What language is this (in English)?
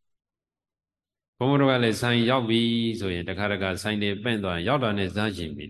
Burmese